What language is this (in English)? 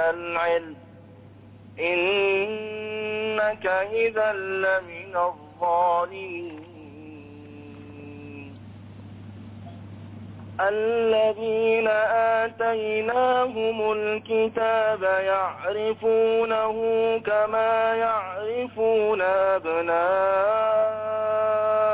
Arabic